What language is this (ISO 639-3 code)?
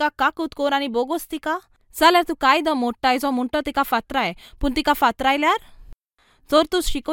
kok